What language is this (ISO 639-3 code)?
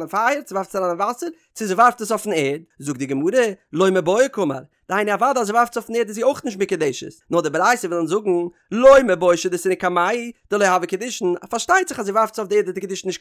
yid